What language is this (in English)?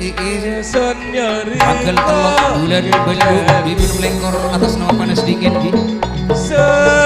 Madurese